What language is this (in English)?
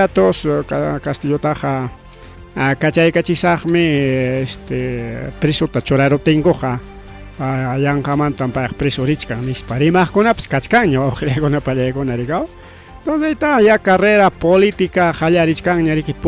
Ayacucho Quechua